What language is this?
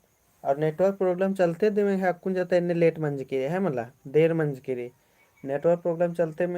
Kurukh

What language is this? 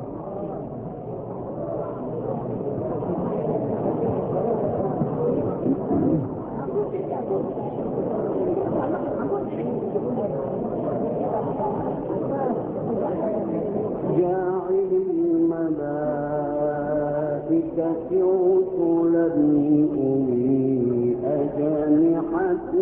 Arabic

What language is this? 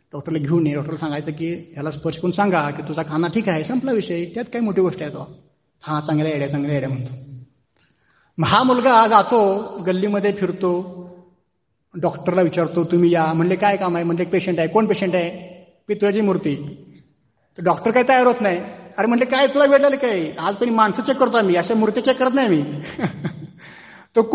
Marathi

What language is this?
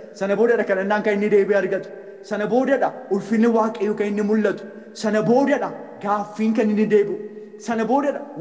Oromo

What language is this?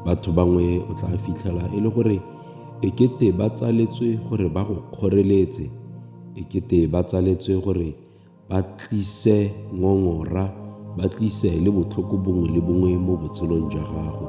Tswana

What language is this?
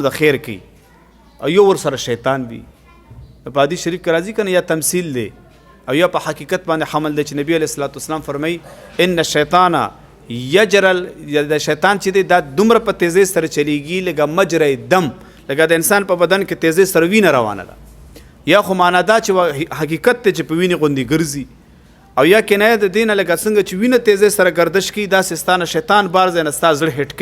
Pashto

